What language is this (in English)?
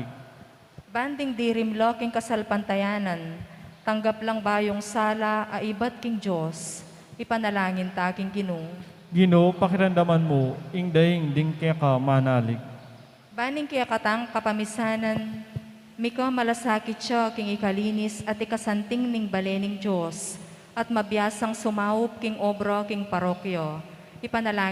Pampanga